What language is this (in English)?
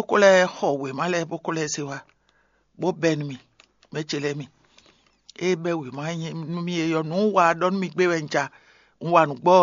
Fon